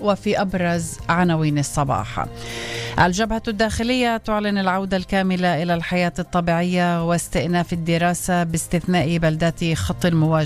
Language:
Arabic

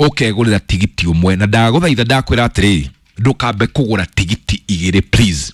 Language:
Kikuyu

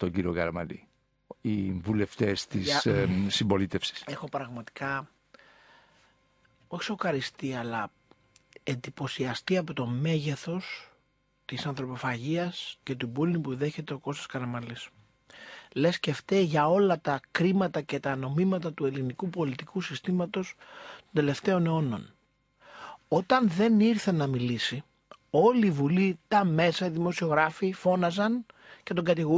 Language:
Greek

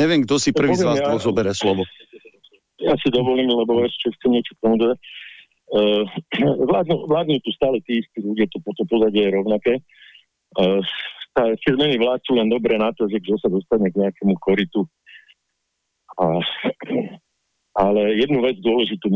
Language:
Slovak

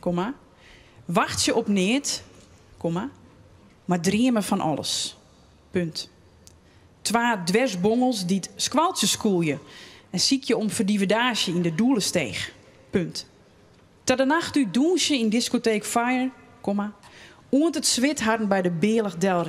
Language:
Western Frisian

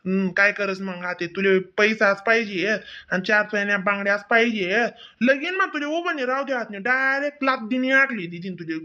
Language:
Khandesi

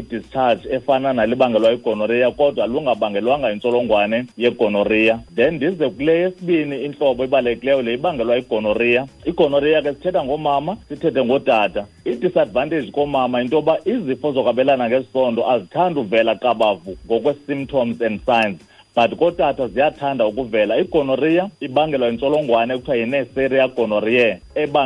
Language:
Xhosa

